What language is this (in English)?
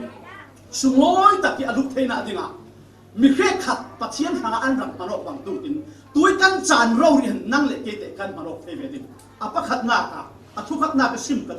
Falam Chin